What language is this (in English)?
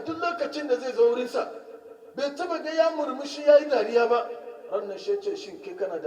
Hausa